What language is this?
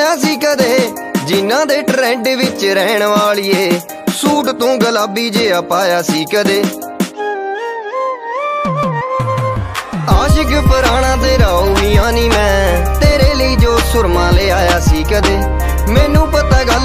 Punjabi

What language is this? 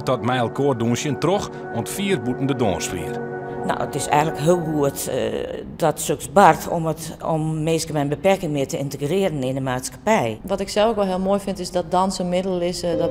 Western Frisian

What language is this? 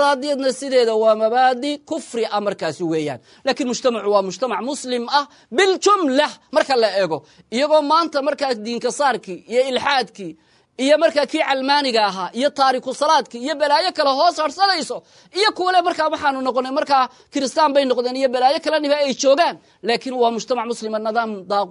Somali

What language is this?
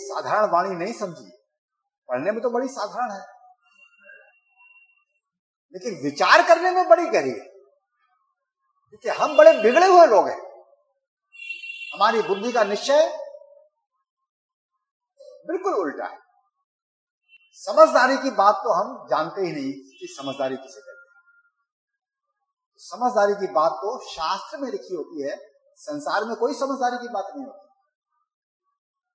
Hindi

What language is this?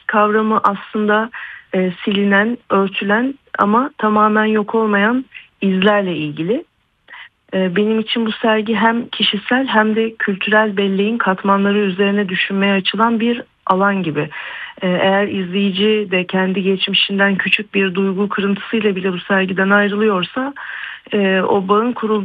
Turkish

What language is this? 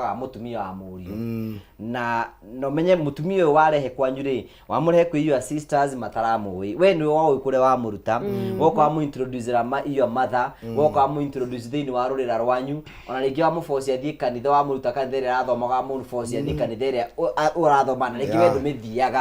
Kikuyu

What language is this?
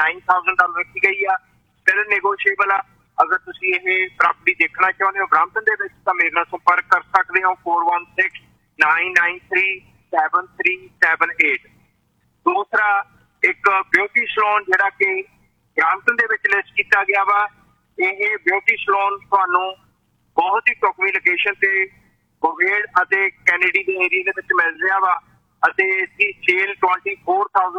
Punjabi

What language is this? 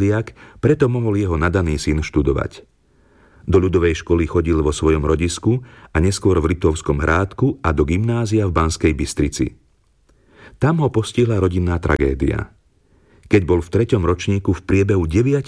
Slovak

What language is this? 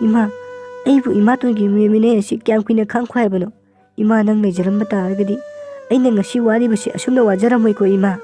Manipuri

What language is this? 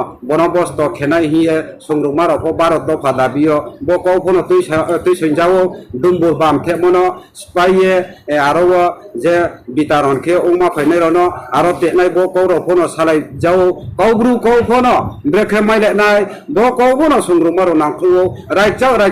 Riang (India)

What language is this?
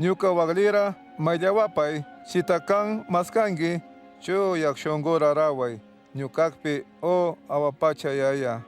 Chimborazo Highland Quichua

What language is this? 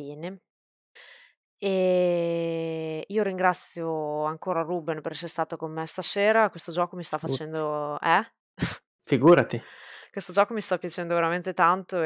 Italian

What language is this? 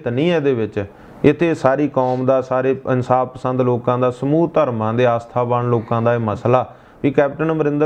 Punjabi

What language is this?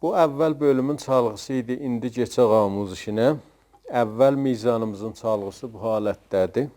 South Azerbaijani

